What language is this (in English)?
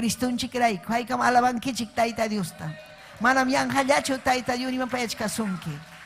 Ayacucho Quechua